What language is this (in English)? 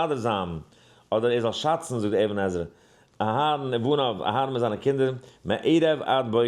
Yiddish